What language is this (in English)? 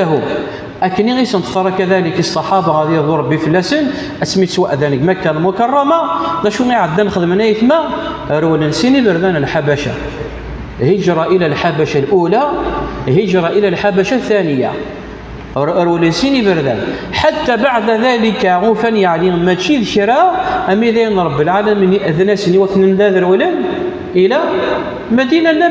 Kabyle